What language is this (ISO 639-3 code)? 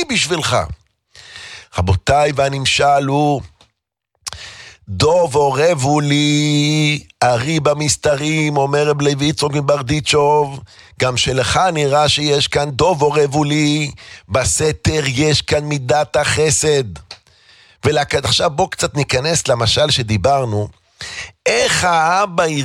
heb